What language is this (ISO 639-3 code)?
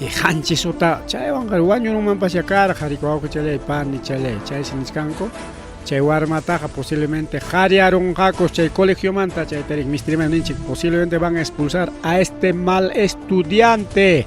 quy